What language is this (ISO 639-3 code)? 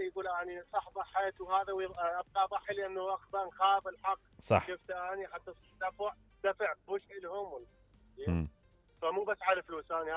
acm